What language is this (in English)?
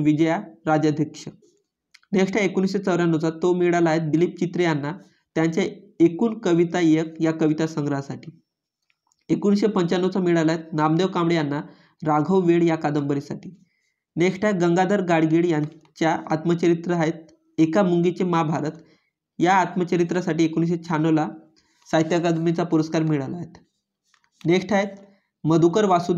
Marathi